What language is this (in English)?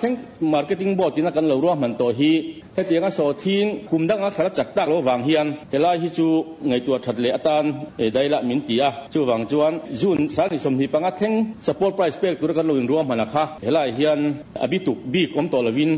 Mizo